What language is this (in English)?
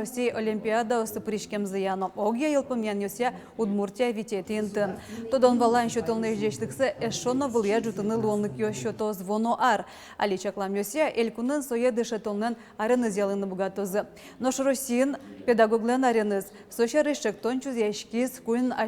Udmurt